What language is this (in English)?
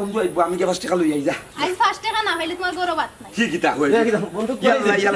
Sylheti